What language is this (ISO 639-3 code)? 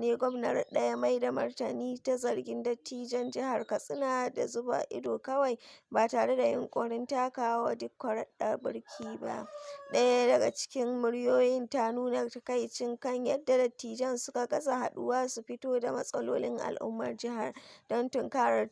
hau